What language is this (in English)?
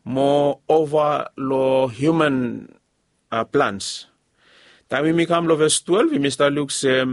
Bislama